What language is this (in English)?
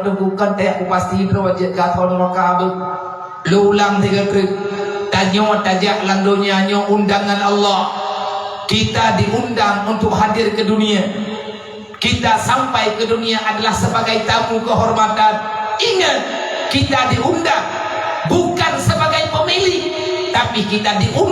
Achinese